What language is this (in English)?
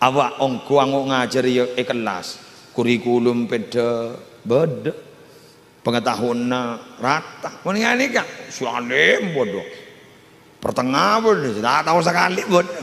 Madurese